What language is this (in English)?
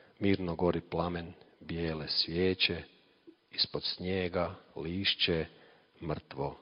Croatian